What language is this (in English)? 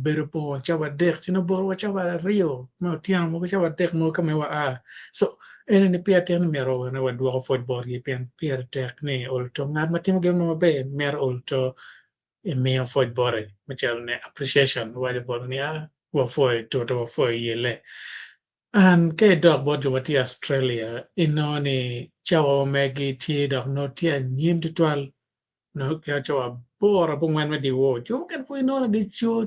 Acoli